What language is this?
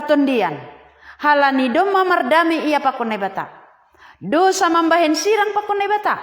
Batak Simalungun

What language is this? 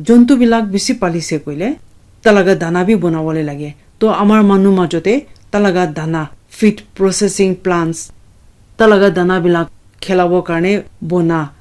Naga Pidgin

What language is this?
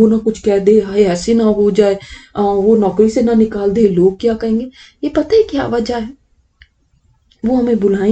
Urdu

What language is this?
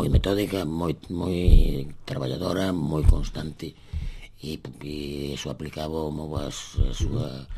Galician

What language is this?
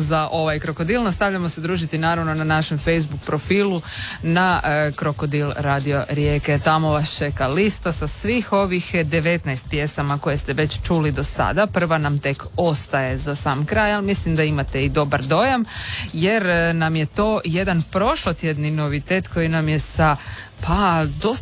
Croatian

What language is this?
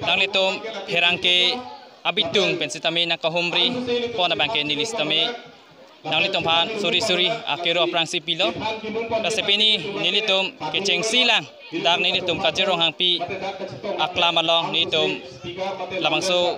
Karbi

